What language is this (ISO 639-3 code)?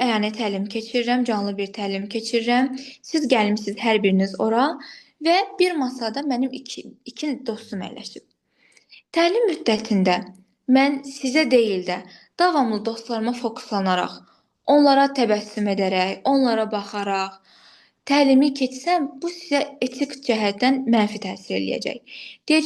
aze